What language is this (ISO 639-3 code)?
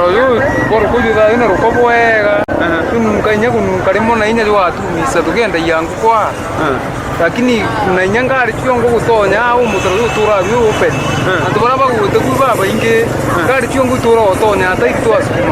mer